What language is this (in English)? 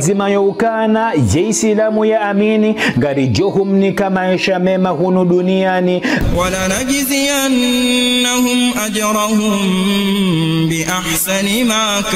Ngazidja Comorian